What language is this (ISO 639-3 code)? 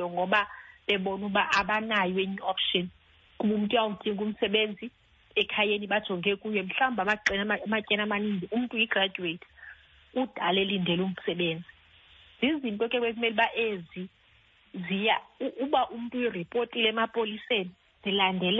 xho